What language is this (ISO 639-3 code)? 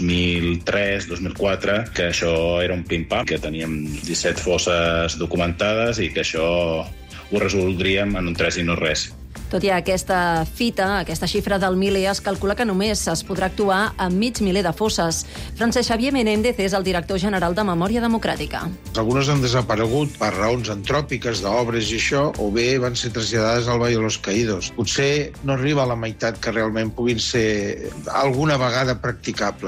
cat